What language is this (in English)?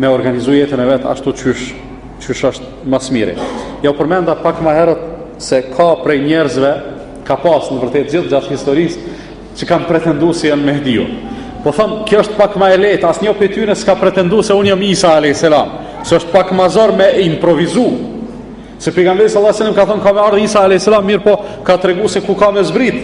Albanian